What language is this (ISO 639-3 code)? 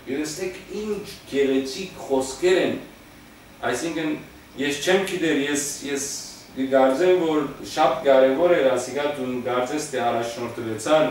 hyw